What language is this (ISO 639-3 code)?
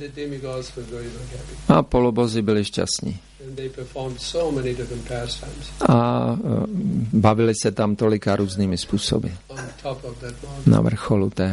ces